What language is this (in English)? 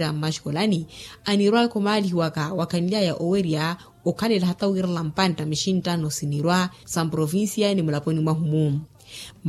Makhuwa